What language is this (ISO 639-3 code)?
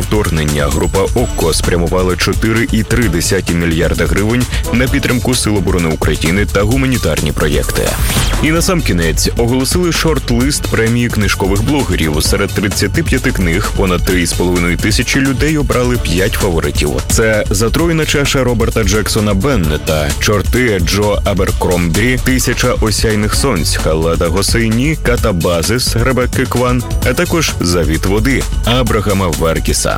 ukr